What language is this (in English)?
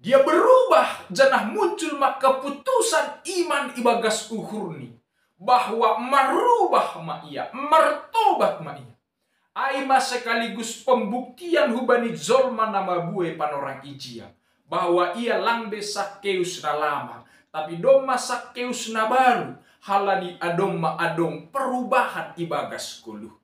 Batak Simalungun